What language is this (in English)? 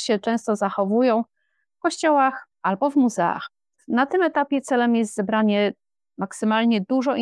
Polish